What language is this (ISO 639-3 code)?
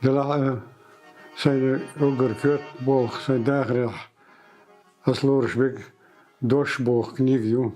che